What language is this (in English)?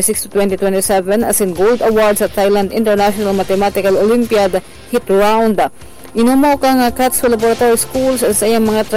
Bikol